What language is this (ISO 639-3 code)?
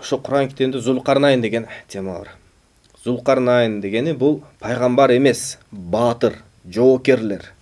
kir